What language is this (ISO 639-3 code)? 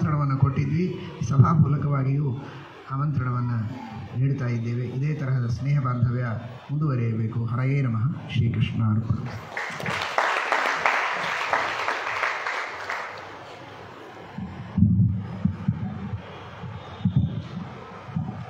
kan